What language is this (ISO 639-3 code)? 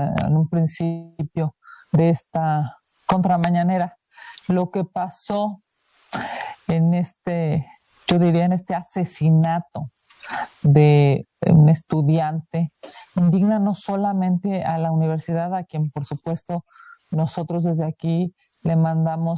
spa